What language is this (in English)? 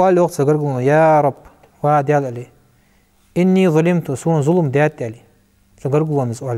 Ingush